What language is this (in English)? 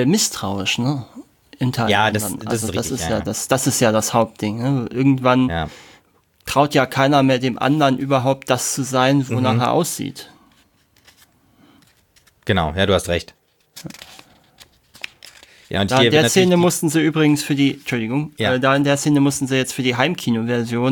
German